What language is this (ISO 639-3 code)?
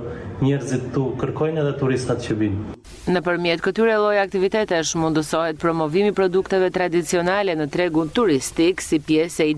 sqi